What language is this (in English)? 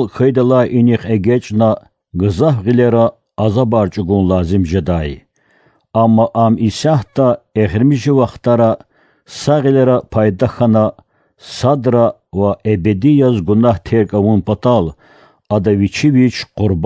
Lezghian